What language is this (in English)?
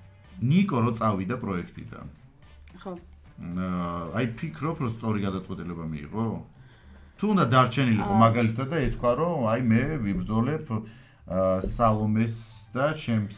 Georgian